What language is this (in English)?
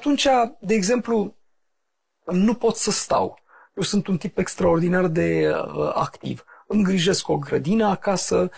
Romanian